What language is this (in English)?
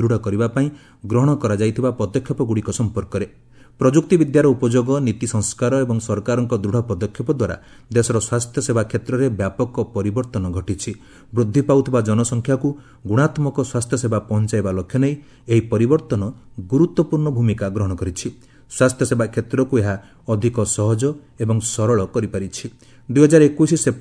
Odia